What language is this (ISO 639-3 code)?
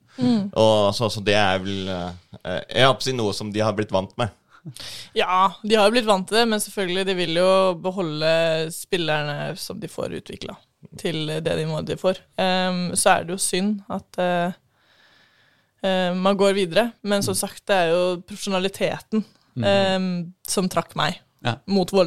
nor